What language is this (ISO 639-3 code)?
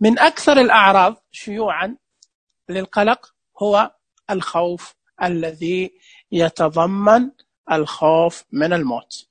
ars